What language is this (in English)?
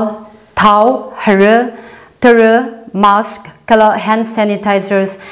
Tangkhul Naga (India)